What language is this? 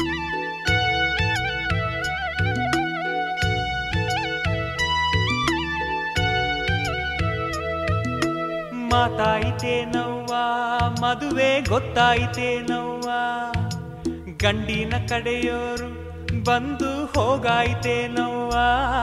Kannada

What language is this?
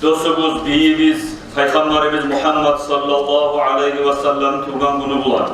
Kumyk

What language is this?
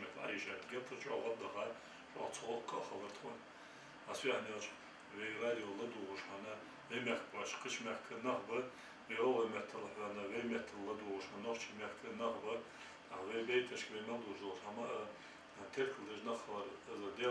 Ingush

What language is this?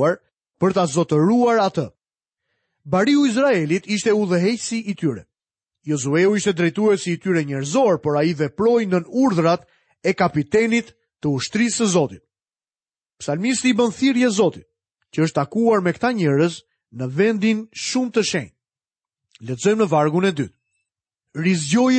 Albanian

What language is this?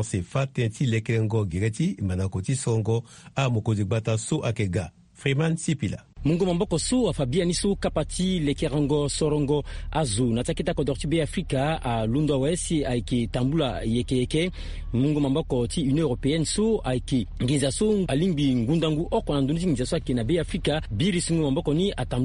Sango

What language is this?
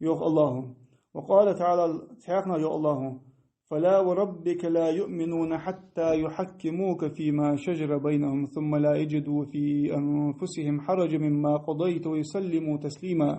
Ingush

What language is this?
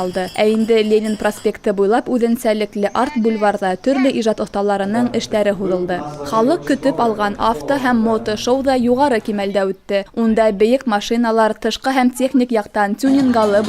Bashkir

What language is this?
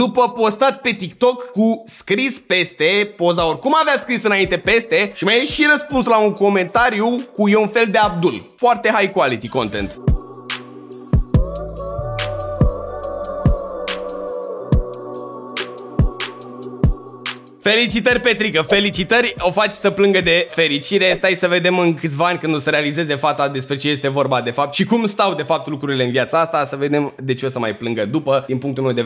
Romanian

